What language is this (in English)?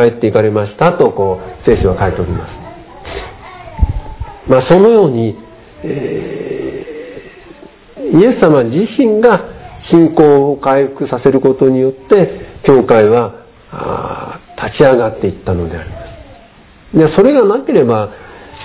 Japanese